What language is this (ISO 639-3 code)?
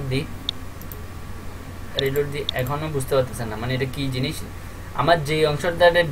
ben